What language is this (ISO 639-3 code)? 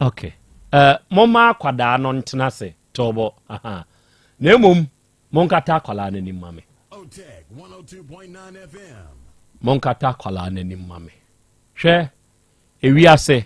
aka